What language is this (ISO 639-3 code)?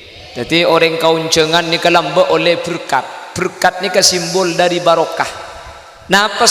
mad